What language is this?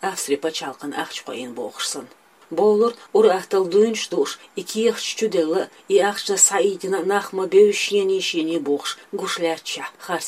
Chechen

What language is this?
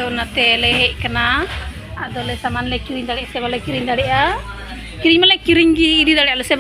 Santali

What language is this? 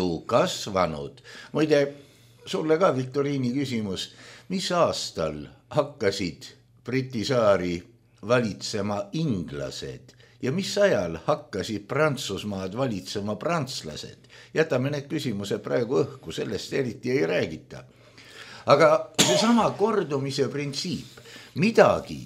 Estonian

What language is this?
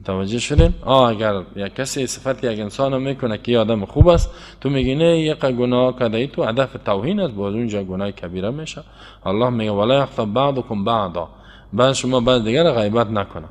Persian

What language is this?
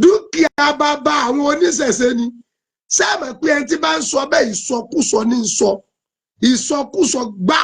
Yoruba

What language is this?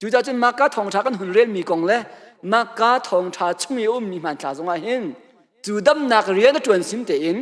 Hakha Chin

